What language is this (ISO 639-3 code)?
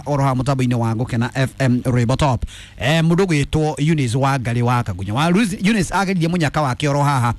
kik